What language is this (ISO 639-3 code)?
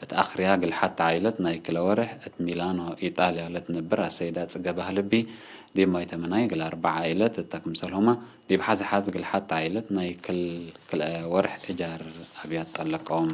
tig